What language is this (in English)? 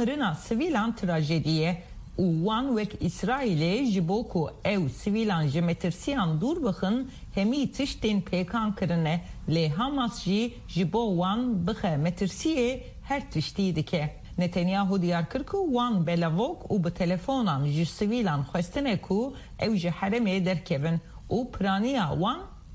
Kurdish